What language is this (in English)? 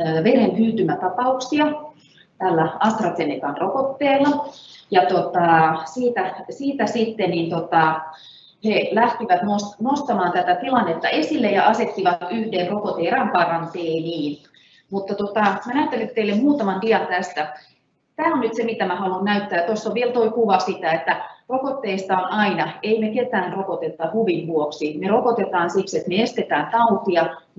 Finnish